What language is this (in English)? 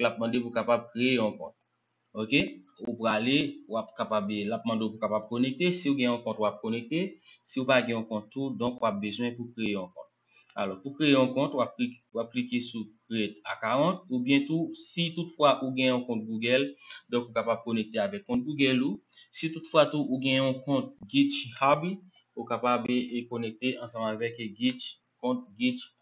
Haitian Creole